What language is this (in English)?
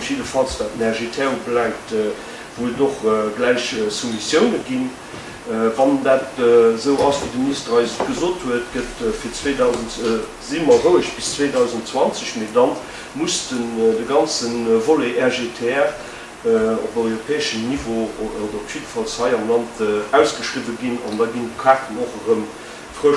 Luxembourgish